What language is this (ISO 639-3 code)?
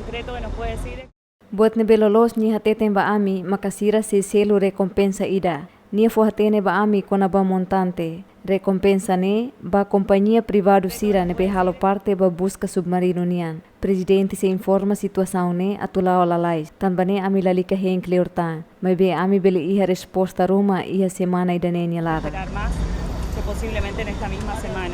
tet